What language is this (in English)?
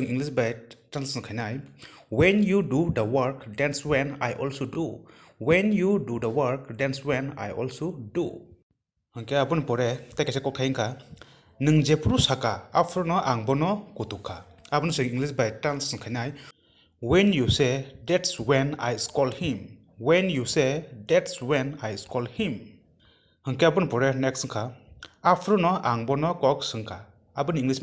Kok Borok